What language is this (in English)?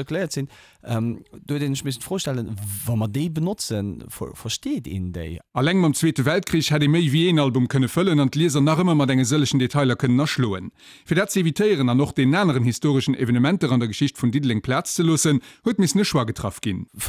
Luxembourgish